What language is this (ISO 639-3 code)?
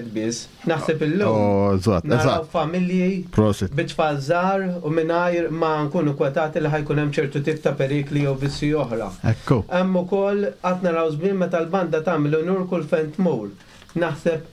mlt